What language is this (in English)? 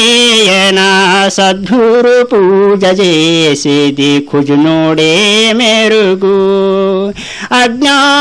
Telugu